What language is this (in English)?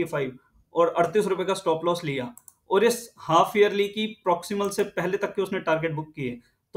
Hindi